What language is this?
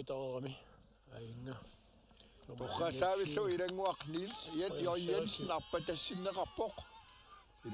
Kalaallisut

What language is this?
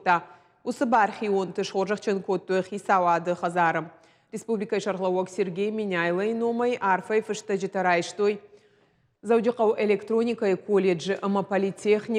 Ossetic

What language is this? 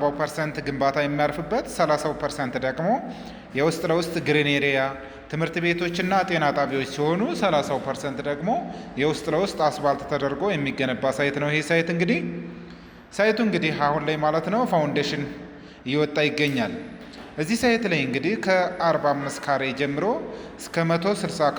Amharic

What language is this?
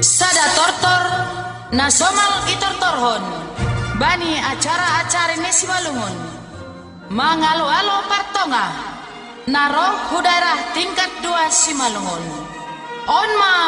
Batak Simalungun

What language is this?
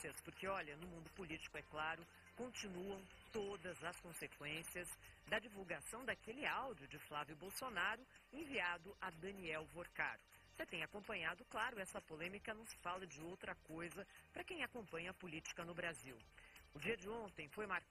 Portuguese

